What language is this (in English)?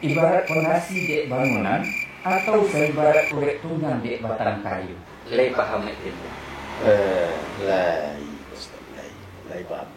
Minangkabau